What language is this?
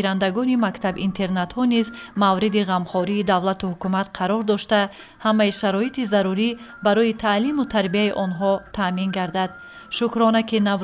Tajik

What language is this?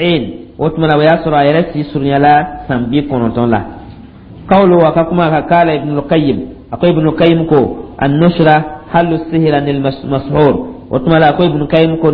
Dyula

